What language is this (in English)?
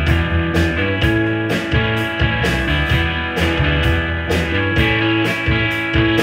Estonian